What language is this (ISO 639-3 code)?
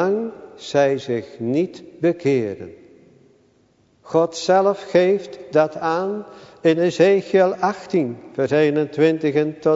nld